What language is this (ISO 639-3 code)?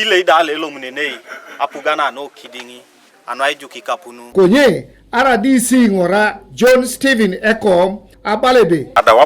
teo